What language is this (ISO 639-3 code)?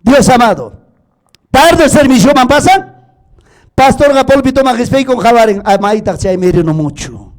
quy